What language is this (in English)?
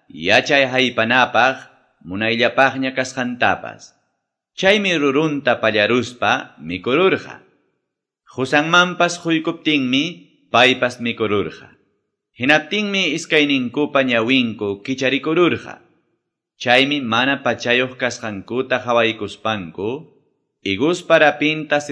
Quechua